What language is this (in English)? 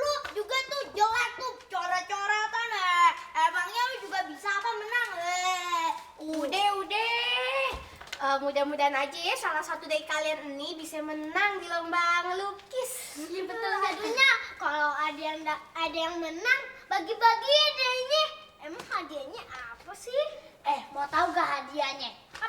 Betawi